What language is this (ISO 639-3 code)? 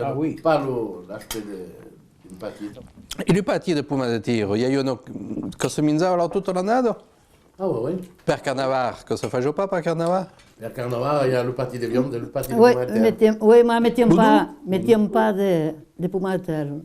oci